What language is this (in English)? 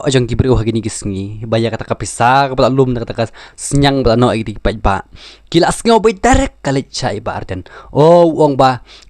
Khasi